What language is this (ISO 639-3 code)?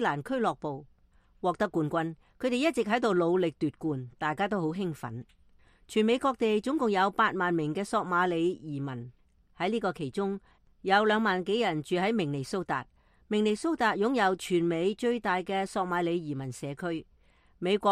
yue